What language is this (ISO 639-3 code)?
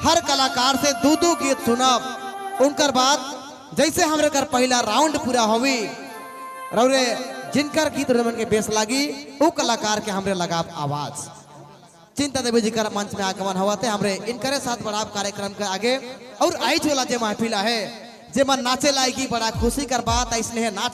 sck